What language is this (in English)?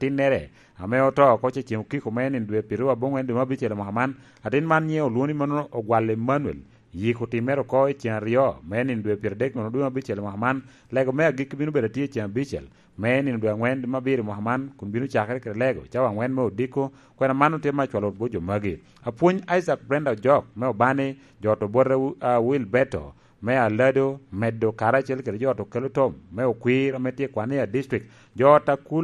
Lango (Uganda)